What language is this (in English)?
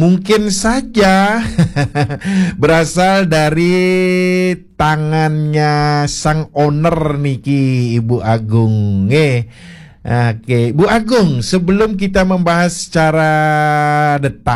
Balinese